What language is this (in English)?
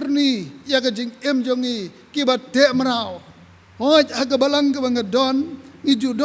Khasi